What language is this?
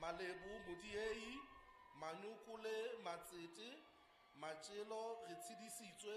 Southern Sotho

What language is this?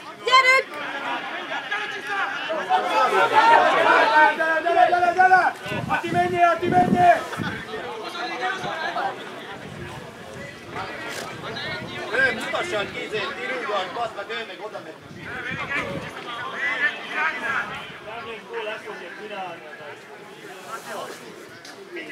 Hungarian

